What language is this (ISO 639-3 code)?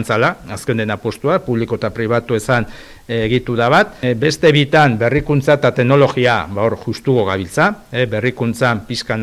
eus